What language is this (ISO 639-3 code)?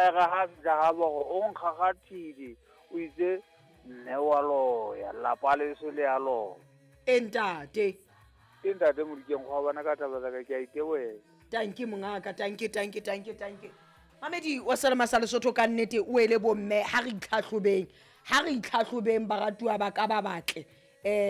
sot